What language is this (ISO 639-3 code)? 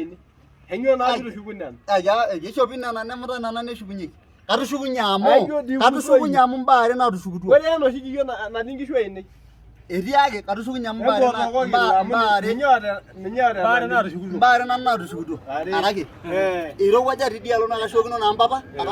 mas